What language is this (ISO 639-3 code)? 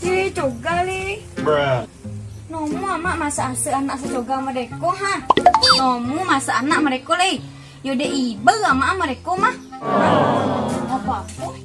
min